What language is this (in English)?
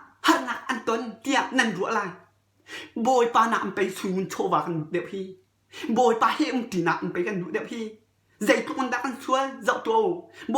Hakha Chin